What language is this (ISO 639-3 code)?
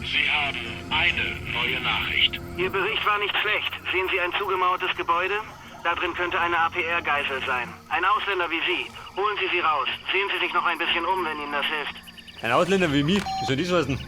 bar